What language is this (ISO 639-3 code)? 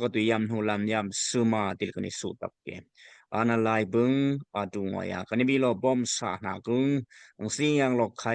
dao